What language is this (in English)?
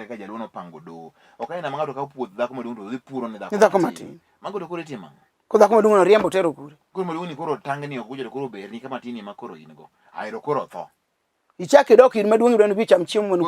Luo (Kenya and Tanzania)